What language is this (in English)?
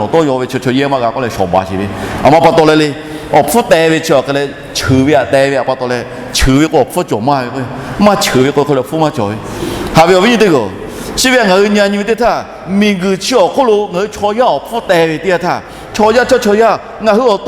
Lahu